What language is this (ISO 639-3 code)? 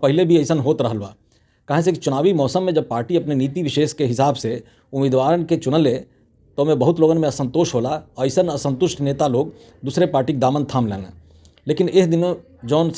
bho